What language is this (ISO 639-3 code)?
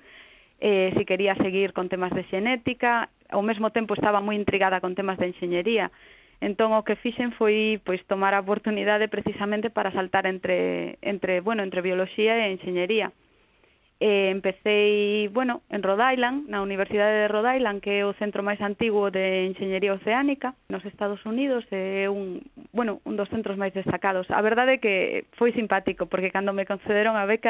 glg